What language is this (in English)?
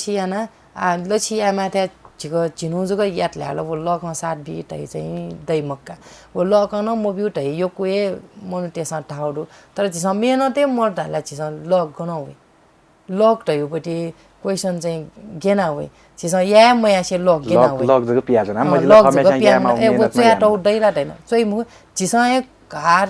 Newari